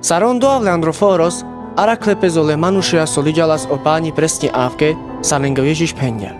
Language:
Carpathian Romani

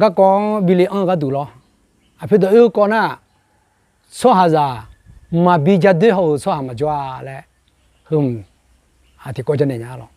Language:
Akha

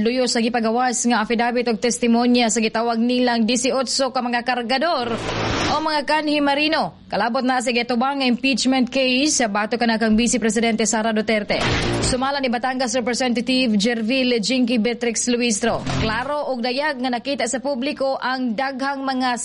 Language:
Cebuano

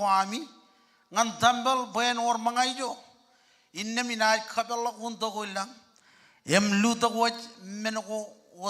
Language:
Marshallese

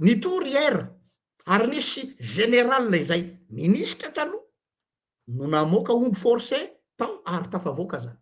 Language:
Malagasy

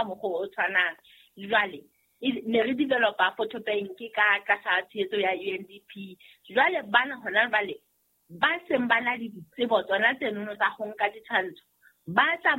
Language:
Southern Sotho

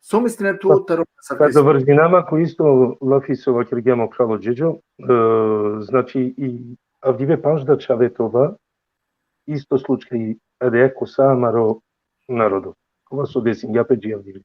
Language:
Balkan Romani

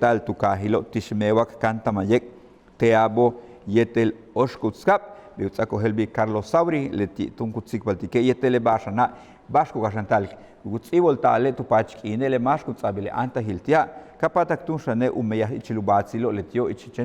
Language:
Yucateco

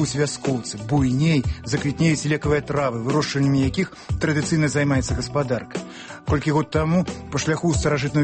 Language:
Belarusian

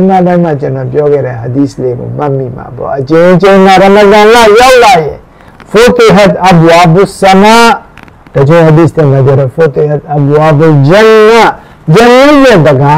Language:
Burmese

